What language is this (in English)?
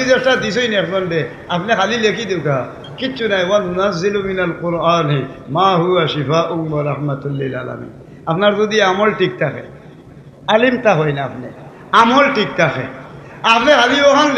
Sylheti